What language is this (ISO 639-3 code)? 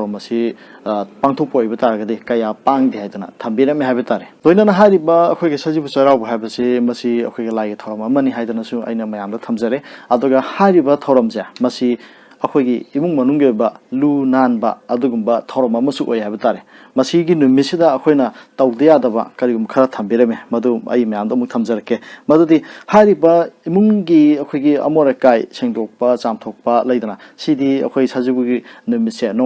mni